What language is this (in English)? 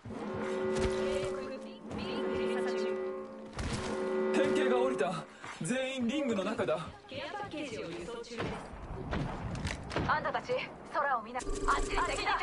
Japanese